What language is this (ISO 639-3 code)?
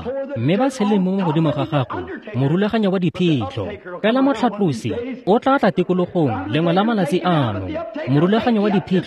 tsn